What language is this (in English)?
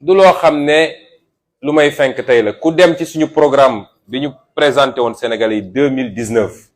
Wolof